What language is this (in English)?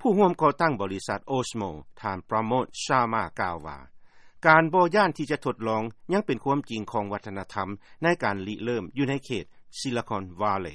Lao